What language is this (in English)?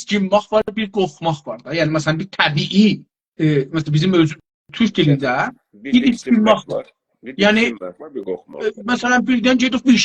South Azerbaijani